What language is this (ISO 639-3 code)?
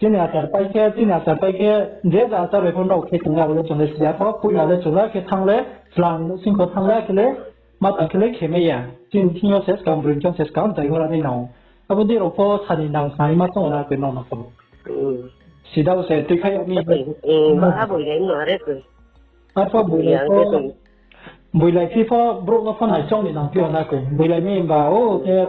ria